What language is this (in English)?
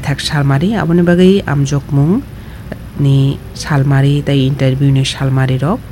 Kok Borok